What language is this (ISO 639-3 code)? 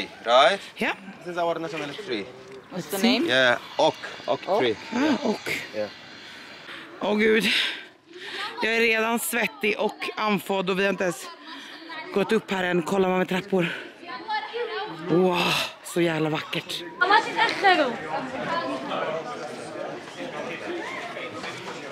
swe